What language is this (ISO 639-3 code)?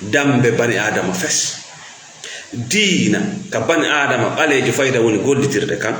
ful